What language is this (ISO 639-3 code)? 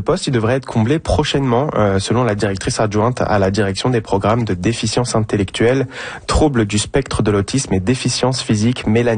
fra